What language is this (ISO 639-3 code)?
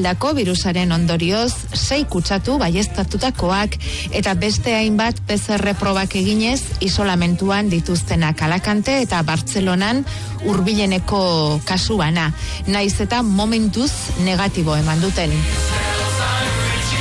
eus